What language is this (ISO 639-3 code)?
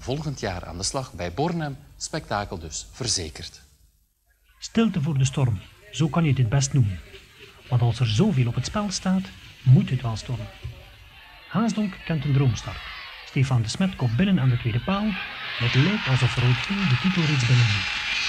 nld